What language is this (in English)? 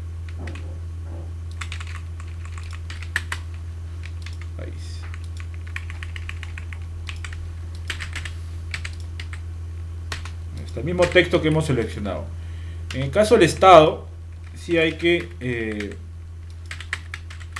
Spanish